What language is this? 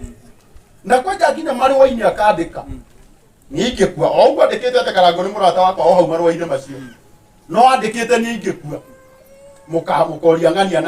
Kikuyu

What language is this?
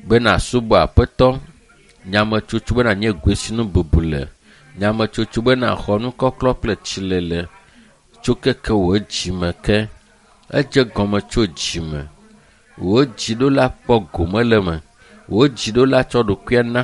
Ewe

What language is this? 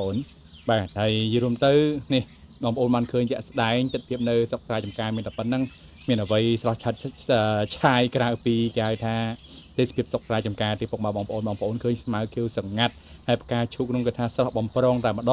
Khmer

